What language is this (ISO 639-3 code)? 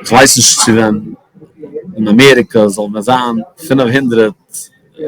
yid